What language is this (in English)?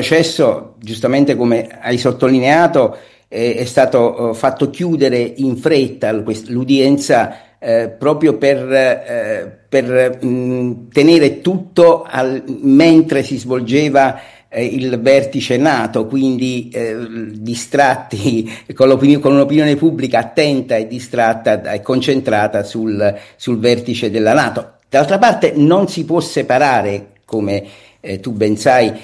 Italian